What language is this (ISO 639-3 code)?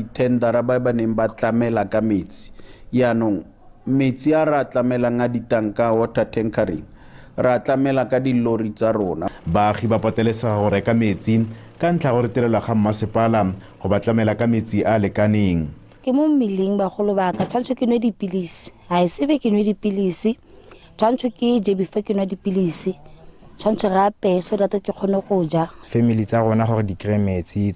tsn